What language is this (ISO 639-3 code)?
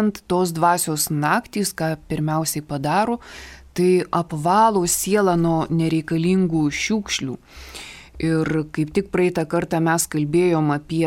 lit